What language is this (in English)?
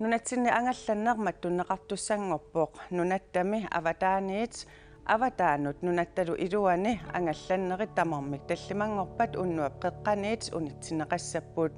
Kalaallisut